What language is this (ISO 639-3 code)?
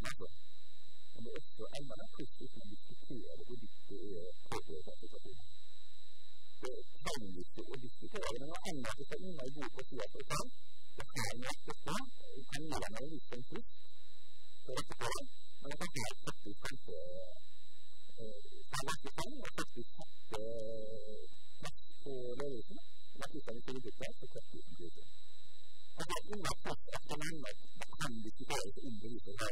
nor